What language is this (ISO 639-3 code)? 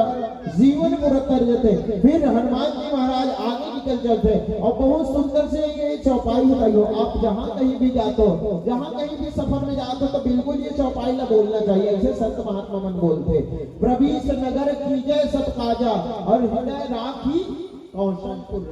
hne